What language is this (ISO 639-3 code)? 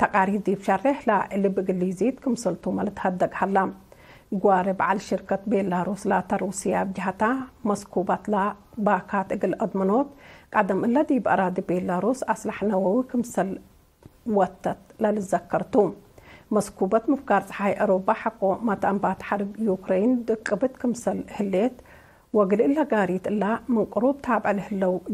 tig